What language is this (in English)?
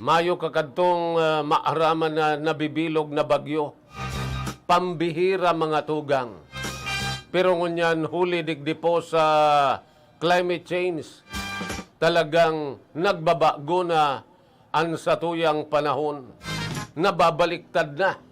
Bikol